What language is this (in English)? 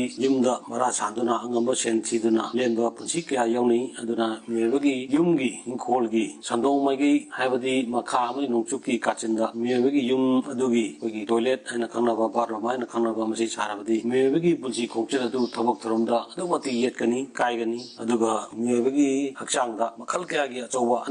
Manipuri